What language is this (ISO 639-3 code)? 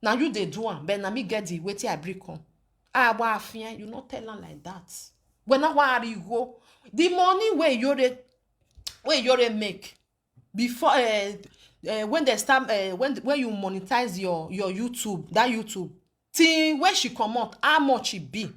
pcm